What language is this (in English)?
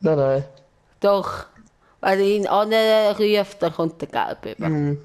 Swiss German